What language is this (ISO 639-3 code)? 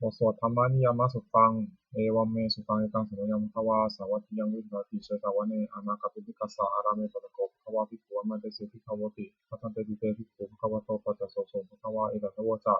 pli